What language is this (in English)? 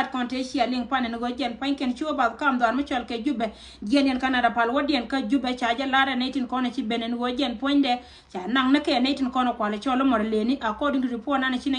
Nuer